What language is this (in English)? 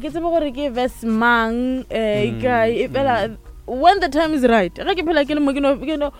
Northern Sotho